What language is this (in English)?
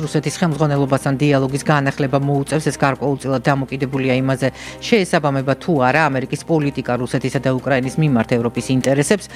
Georgian